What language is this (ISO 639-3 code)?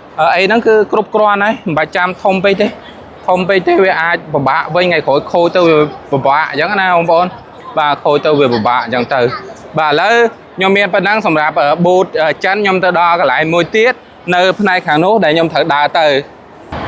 khm